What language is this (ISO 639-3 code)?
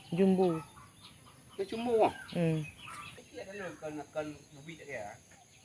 ace